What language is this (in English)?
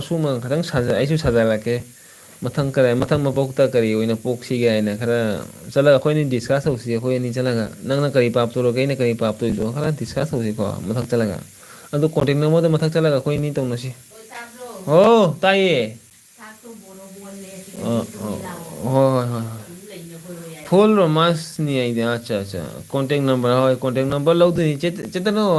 Manipuri